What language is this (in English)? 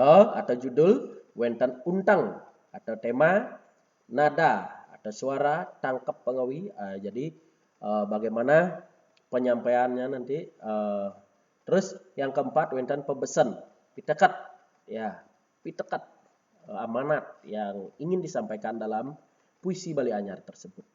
Balinese